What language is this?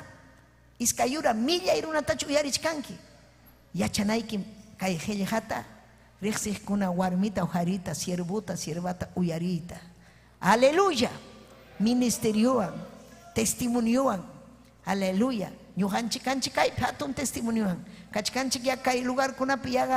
Ayacucho Quechua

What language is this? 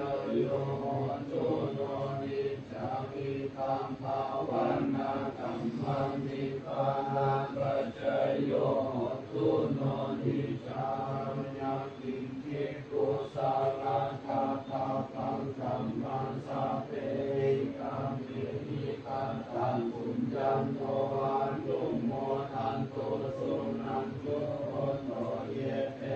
Pali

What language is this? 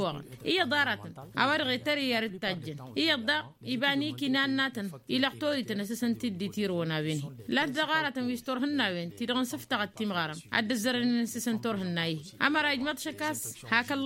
Tamasheq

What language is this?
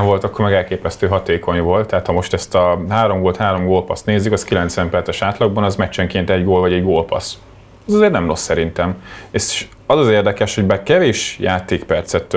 Hungarian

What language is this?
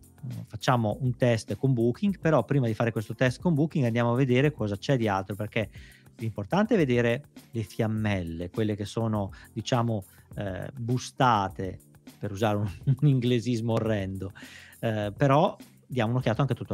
Italian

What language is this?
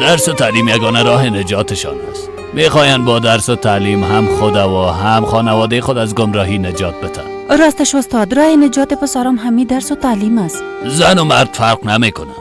Persian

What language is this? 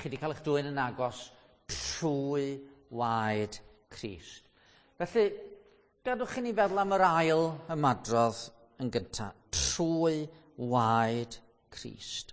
Welsh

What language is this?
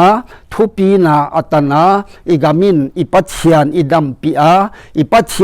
Paite Chin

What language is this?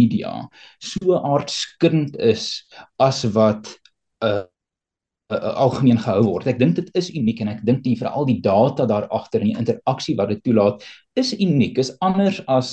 Afrikaans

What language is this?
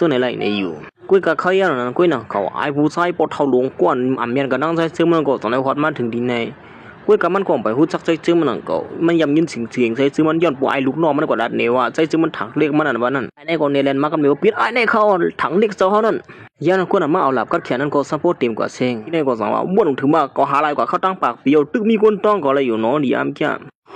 Shan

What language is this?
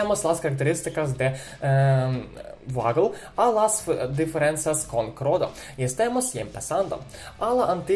Spanish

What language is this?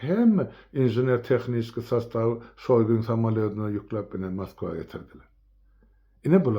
Turkmen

